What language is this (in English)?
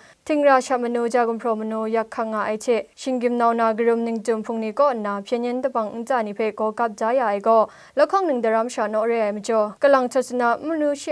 Kachin